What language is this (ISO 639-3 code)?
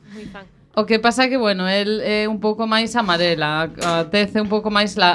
glg